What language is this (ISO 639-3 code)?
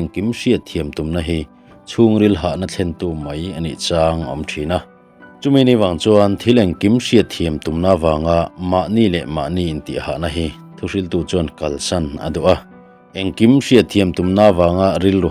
lus